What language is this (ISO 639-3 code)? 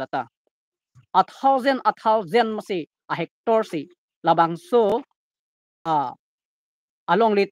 mjw